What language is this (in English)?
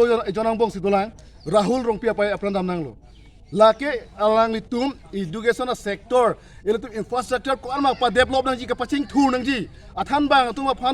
Karbi